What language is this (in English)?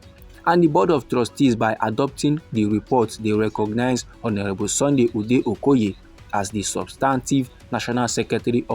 Nigerian Pidgin